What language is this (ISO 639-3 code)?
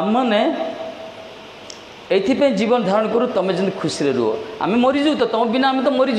ori